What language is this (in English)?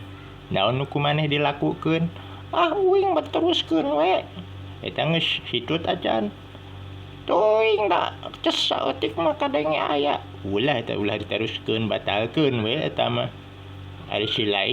Sundanese